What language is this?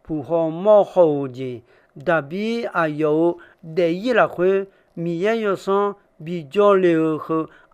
Akha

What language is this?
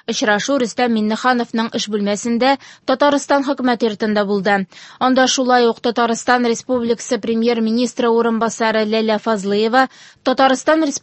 Tatar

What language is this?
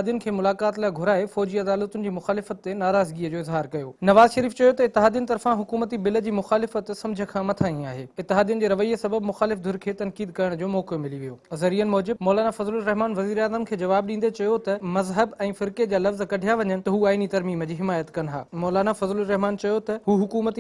Sindhi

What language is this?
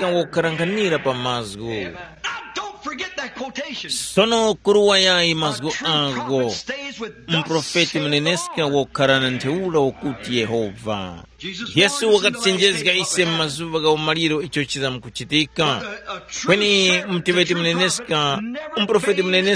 Tumbuka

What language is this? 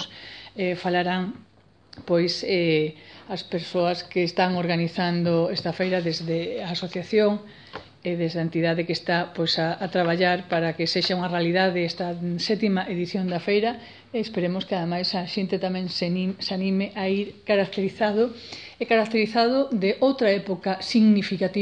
Galician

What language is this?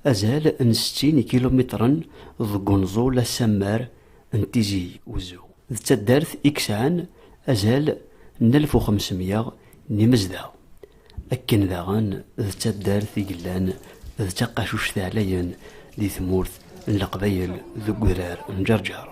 Kabyle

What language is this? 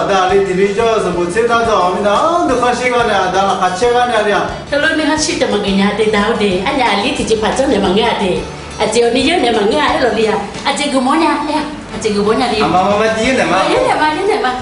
Akha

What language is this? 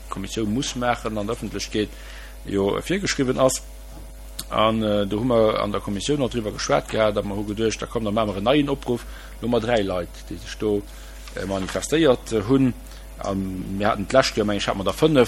Luxembourgish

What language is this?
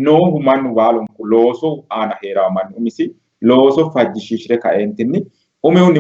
Sidamo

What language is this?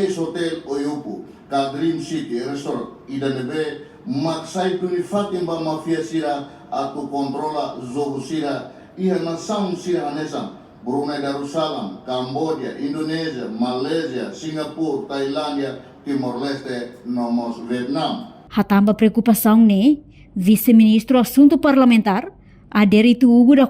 Tetum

